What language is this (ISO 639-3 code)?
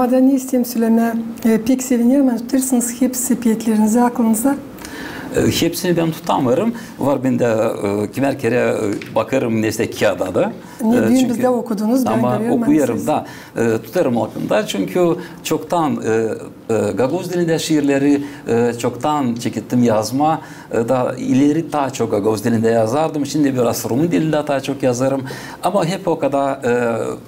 gag